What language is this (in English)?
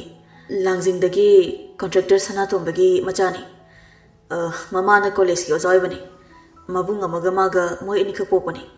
Manipuri